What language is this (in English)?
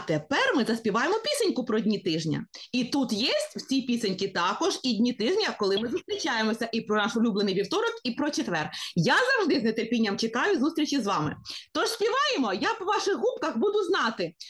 Ukrainian